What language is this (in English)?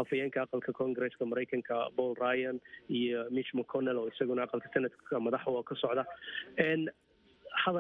Somali